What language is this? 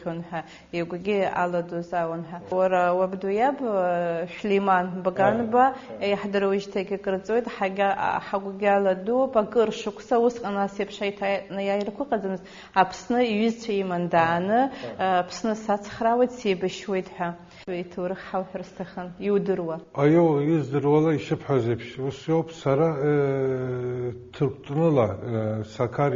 Abkhazian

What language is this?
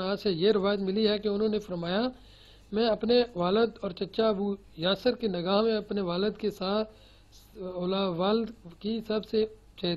Urdu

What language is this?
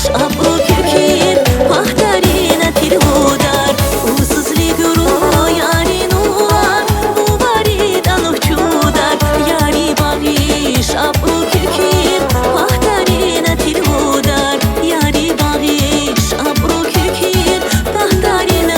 Tabassaran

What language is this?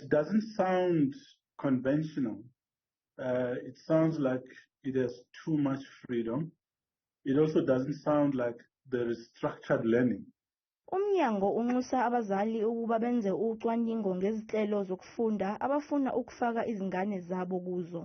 Zulu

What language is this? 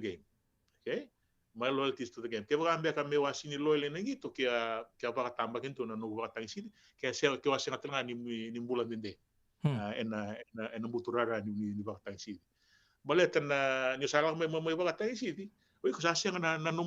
Fijian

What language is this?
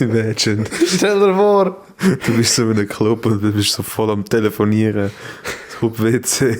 Swiss German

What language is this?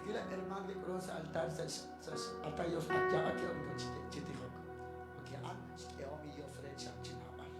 Kekchí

